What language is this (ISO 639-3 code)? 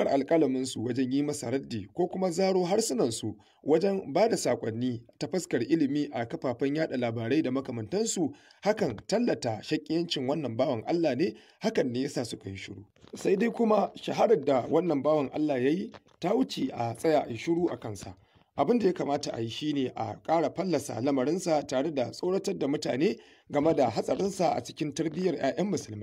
hau